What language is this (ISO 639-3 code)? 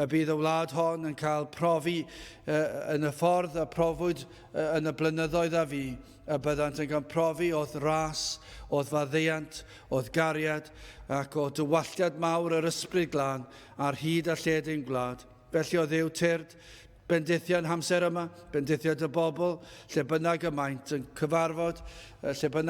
cym